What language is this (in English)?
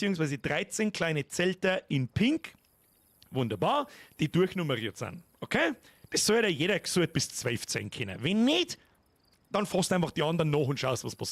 Bavarian